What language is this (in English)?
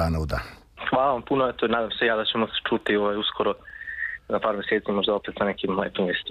Serbian